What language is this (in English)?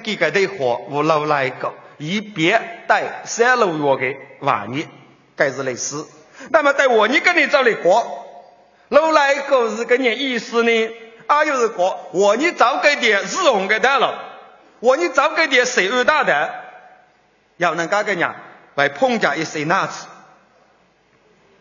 Chinese